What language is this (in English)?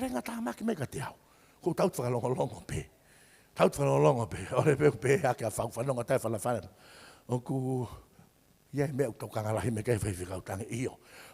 Tongan